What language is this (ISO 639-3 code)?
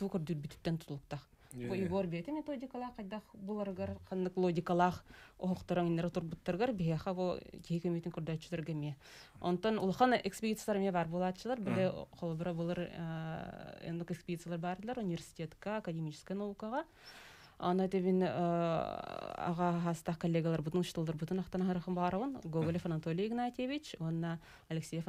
sah